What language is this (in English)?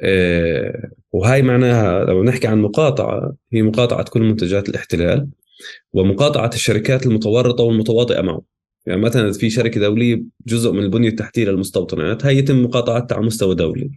North Levantine Arabic